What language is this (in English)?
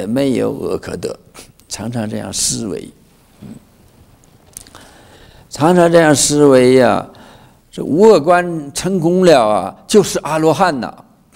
Chinese